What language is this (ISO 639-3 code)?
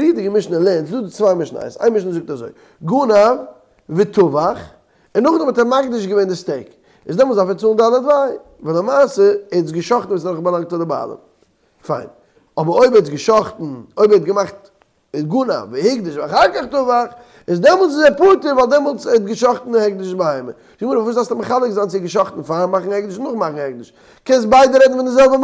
yid